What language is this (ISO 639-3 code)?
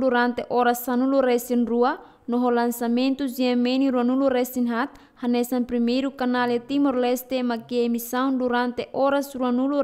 tet